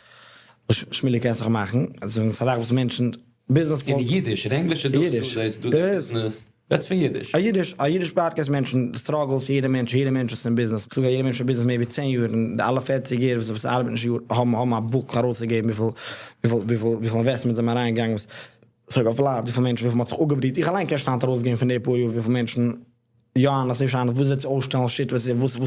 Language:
Yiddish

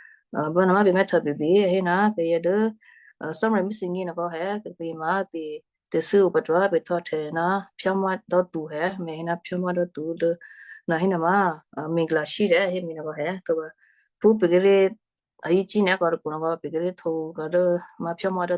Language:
Western Kayah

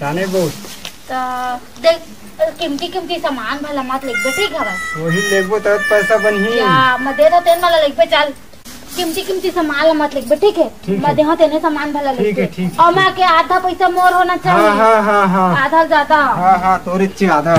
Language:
Chhattisgarhi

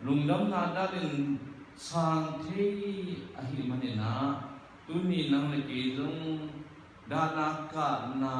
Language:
Tedim Chin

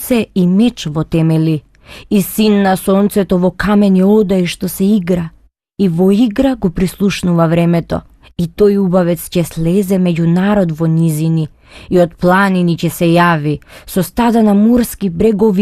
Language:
Macedonian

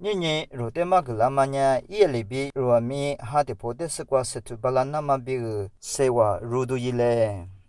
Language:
Lisu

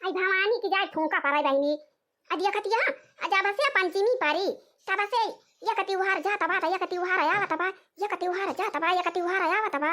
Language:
Awadhi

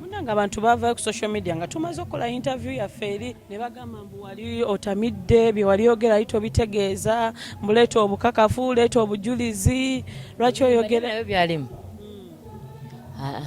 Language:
Ganda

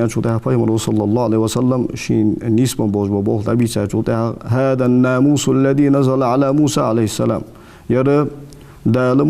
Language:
Ingush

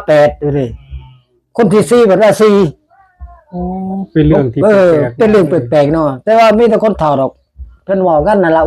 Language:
Northeastern Thai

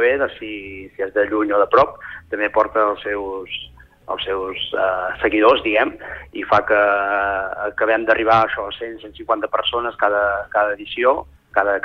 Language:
Catalan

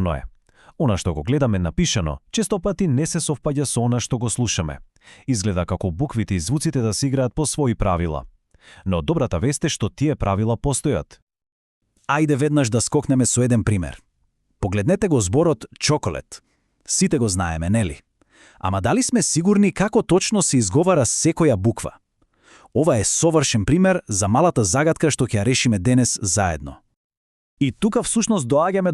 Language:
Macedonian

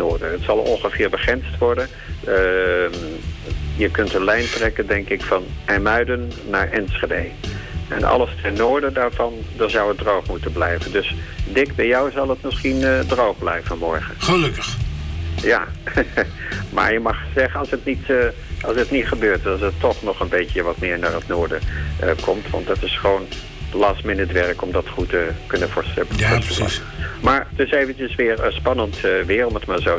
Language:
Dutch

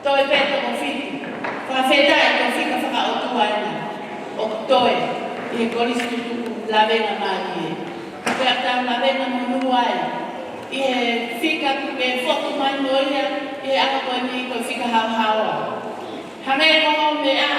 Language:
Tongan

